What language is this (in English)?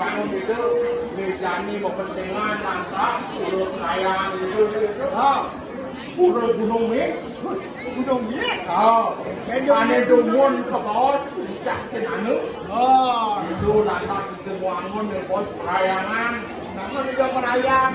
Balinese